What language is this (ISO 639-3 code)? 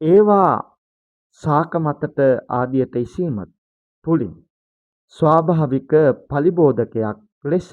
sin